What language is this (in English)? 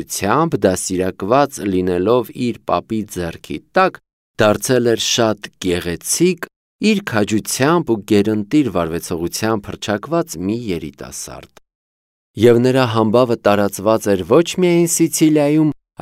Armenian